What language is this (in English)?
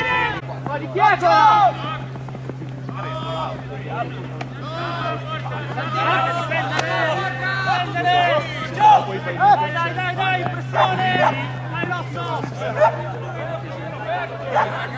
Italian